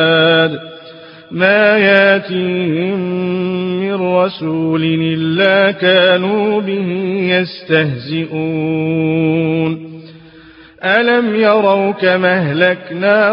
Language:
Arabic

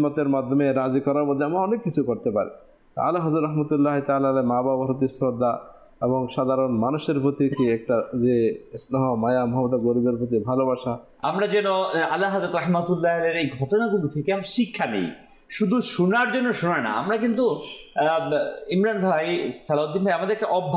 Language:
Bangla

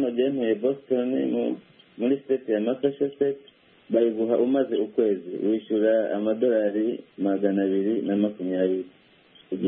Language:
Kinyarwanda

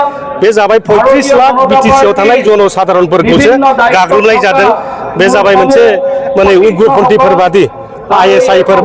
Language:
Bodo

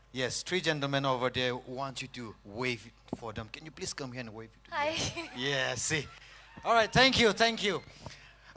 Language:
Tangkhul Naga (India)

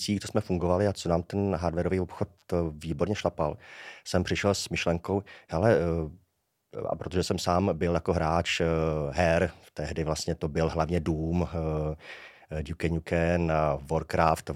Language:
Czech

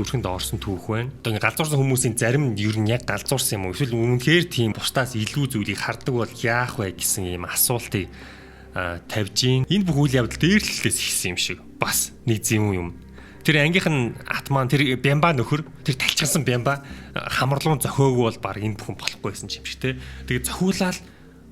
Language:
Mongolian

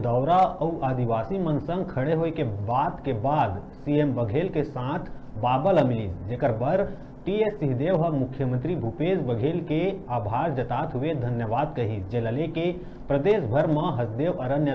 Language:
Chhattisgarhi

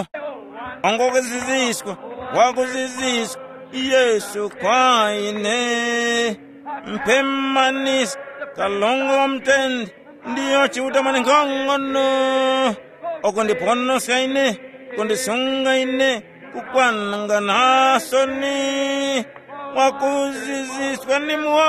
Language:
Tumbuka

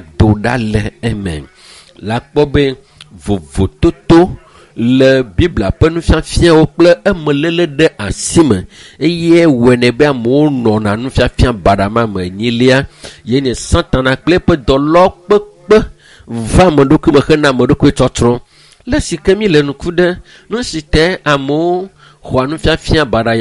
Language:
Ewe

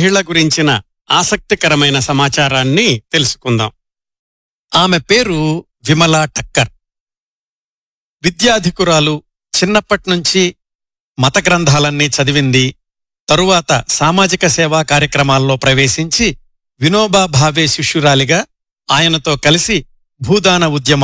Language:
Telugu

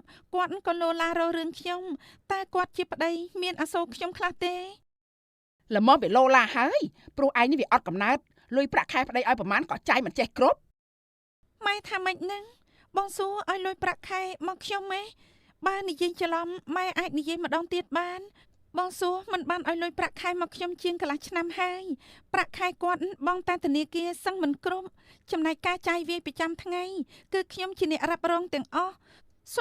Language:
Khmer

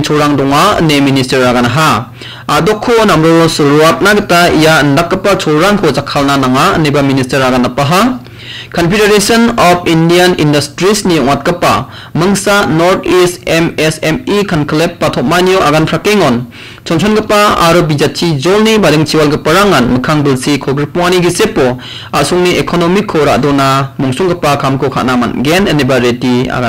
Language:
Garo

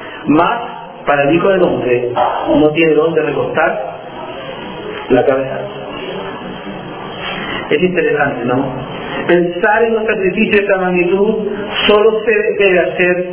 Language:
Spanish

